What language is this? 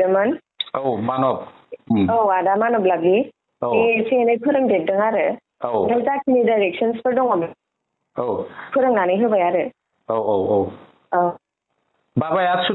Bodo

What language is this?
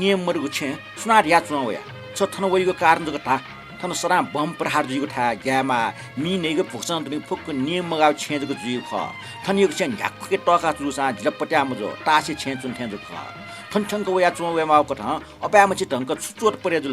Newari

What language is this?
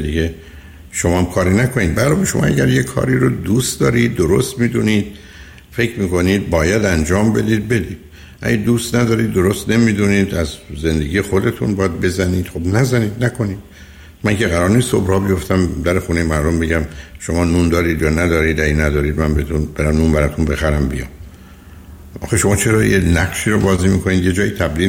Persian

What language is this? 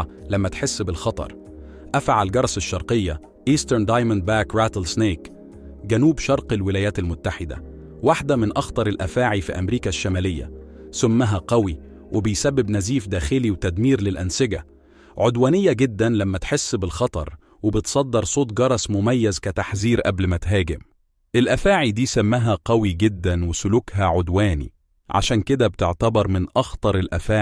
Egyptian Arabic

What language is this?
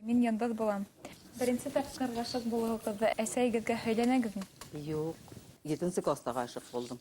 Bashkir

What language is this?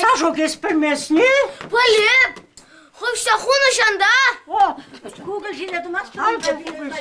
Chuvash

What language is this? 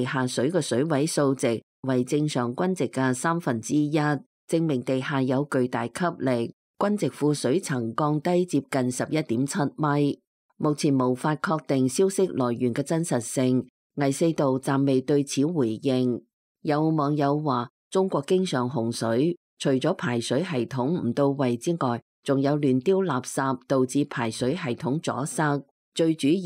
Cantonese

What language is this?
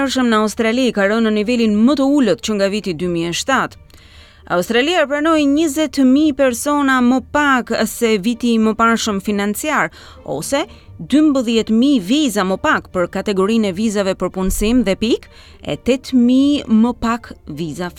Albanian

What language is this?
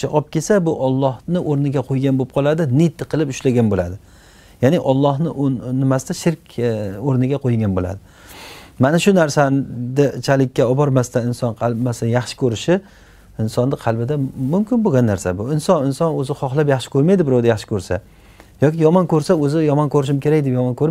Uzbek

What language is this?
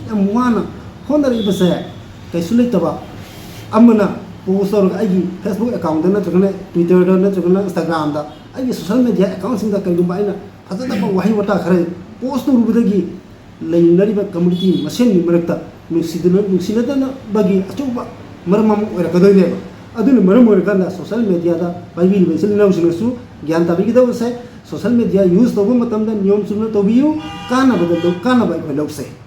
Manipuri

